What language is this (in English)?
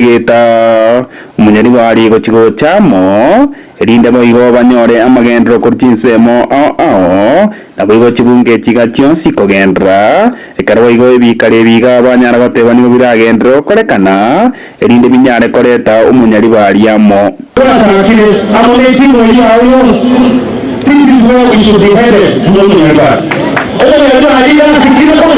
Gusii